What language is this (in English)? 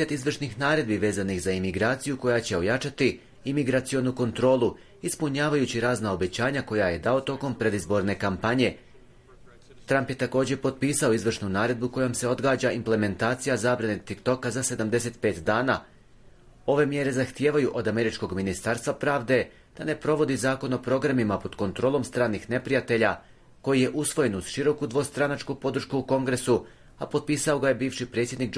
Bosnian